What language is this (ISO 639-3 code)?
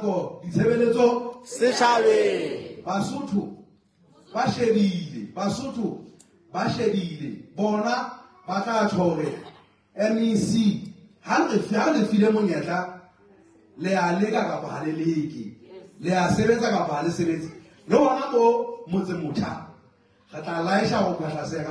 sot